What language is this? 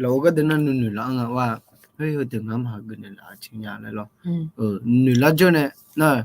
Akha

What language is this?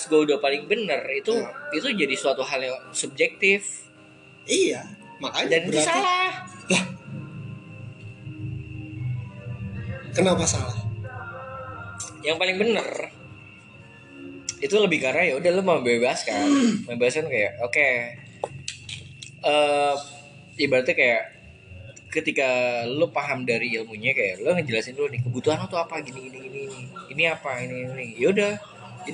Indonesian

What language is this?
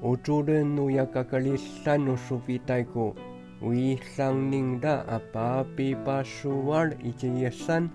Amis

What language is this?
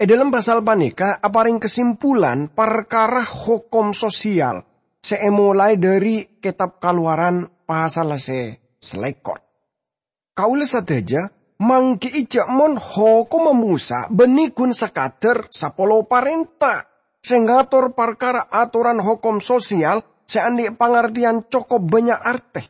Madurese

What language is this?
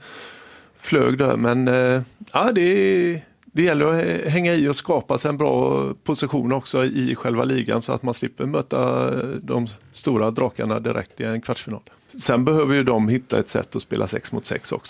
Swedish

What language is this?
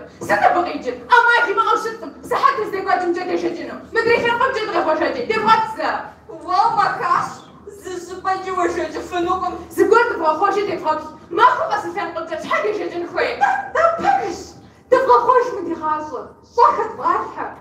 Kabardian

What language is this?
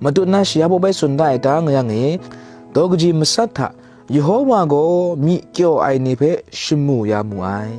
Kachin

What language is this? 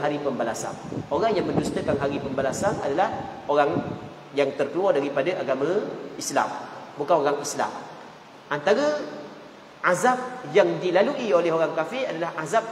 Malay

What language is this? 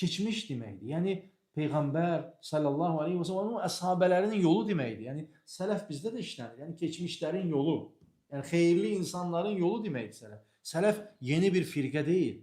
Azerbaijani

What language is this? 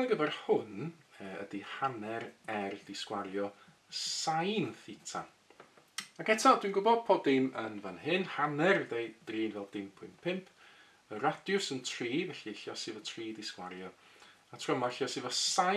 Welsh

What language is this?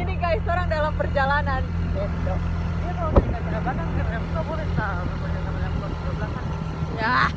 Manado Malay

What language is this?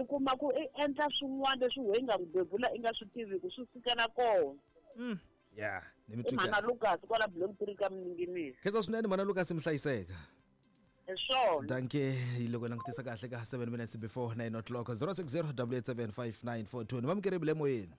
Tsonga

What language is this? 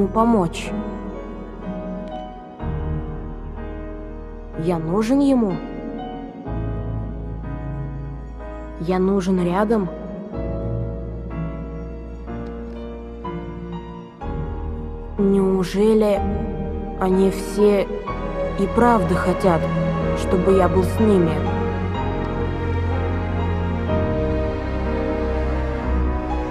Russian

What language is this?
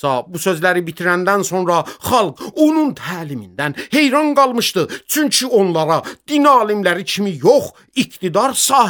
Azerbaijani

